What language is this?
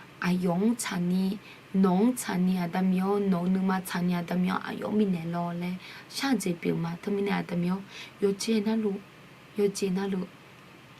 Akha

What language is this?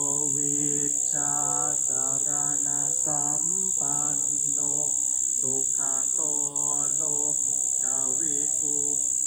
Pali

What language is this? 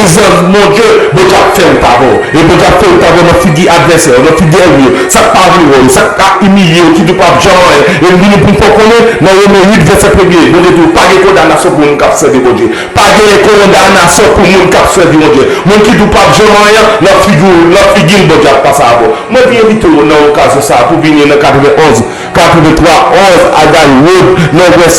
Haitian Creole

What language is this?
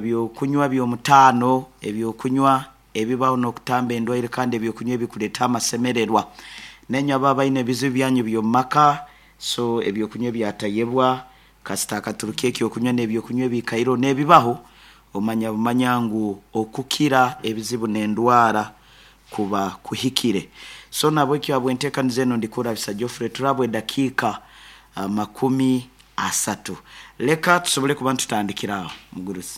Nyankole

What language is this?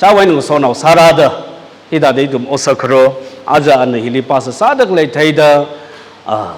Tangkhul Naga (India)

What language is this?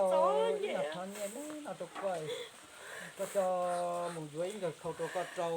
Hmong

